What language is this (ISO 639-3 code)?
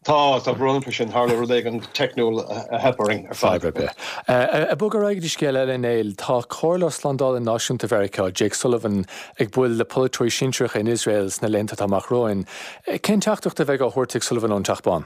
gle